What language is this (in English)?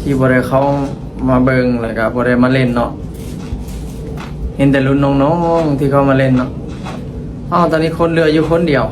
Lao